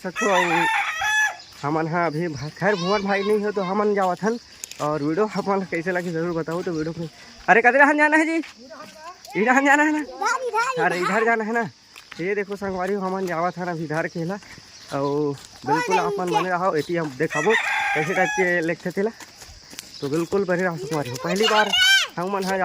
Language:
Chhattisgarhi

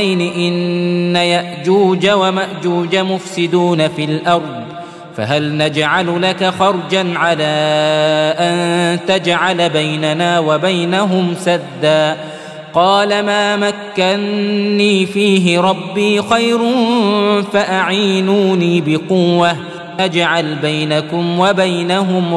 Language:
Arabic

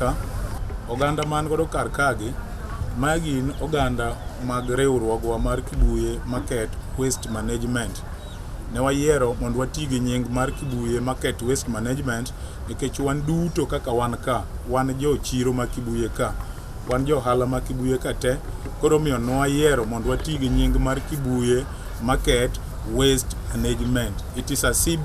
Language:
Luo (Kenya and Tanzania)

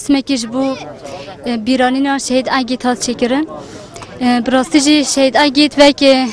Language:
Central Kurdish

